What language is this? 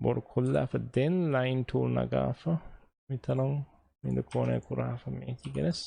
Divehi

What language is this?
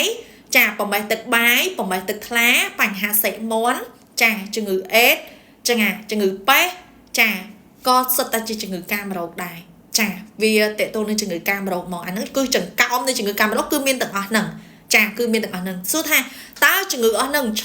Khmer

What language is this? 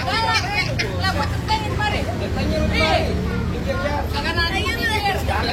Betawi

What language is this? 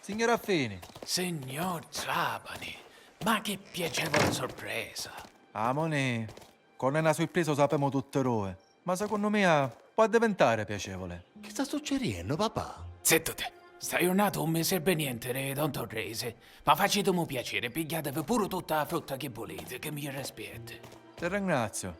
Sicilian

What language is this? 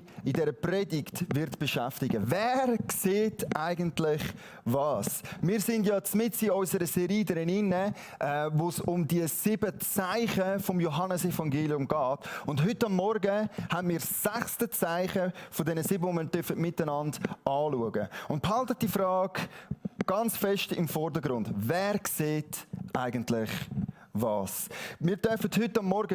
Swiss German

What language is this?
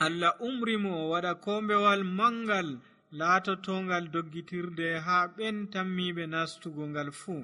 Nigerian Fulfulde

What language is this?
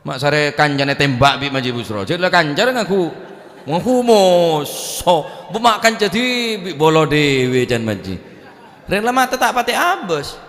Madurese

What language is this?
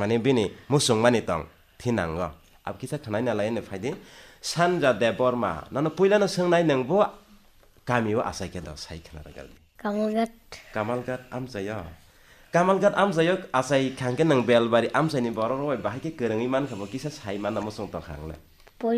Kok Borok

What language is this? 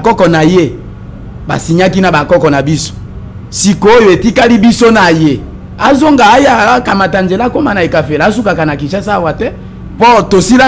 Lingala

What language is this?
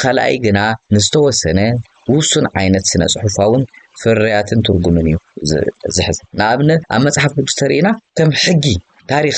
Tigrinya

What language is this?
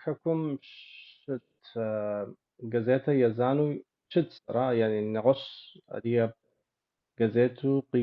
Kabardian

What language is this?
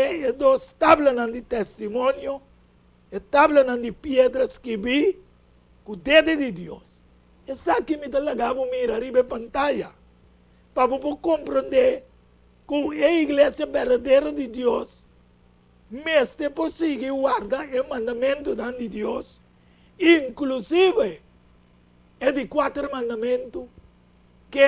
Papiamento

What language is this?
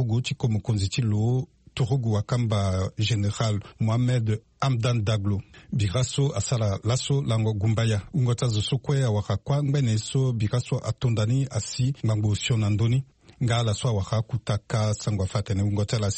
Sango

